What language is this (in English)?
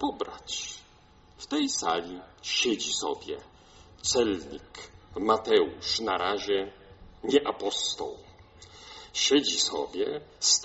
Polish